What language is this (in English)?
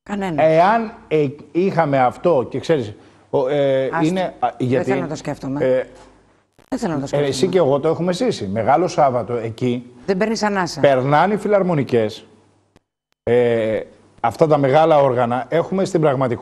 Greek